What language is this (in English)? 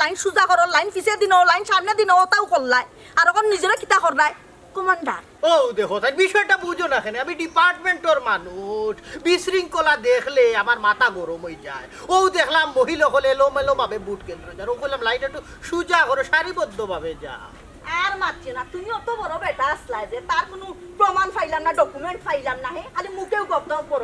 Sylheti